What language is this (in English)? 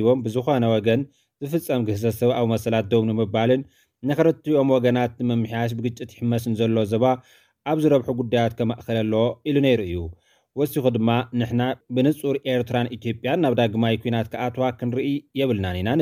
Tigrinya